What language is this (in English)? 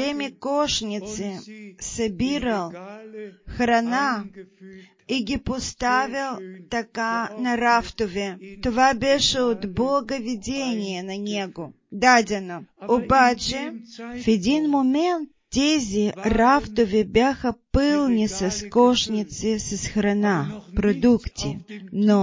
Bulgarian